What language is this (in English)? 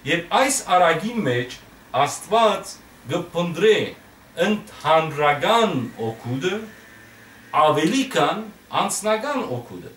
Western Armenian